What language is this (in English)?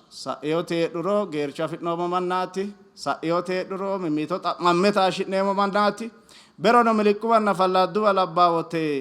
Sidamo